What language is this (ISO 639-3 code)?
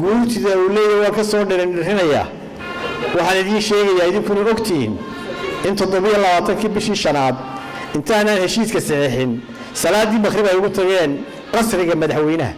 som